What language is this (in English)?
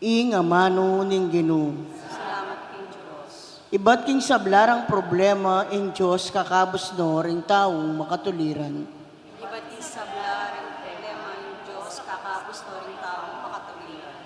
Pampanga